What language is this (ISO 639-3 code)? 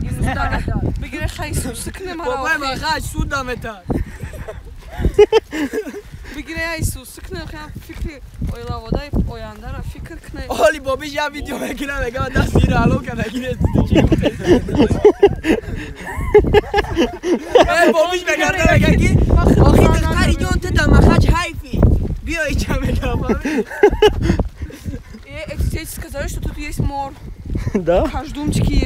tgk